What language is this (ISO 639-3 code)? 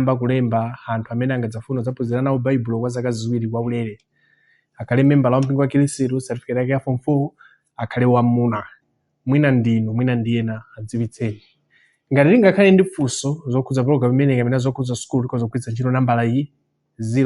nya